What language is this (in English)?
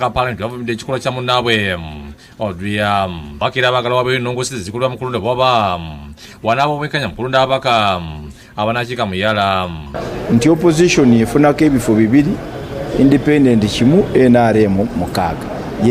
Ganda